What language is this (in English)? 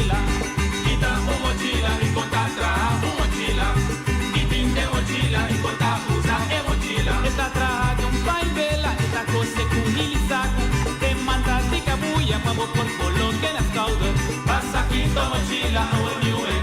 Papiamento